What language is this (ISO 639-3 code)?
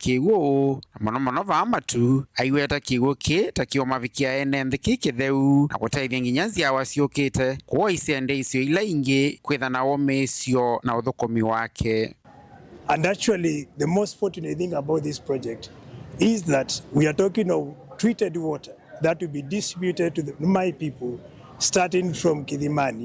kam